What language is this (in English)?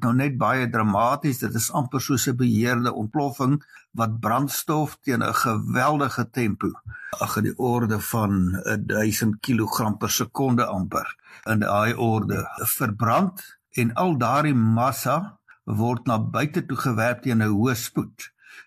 Afrikaans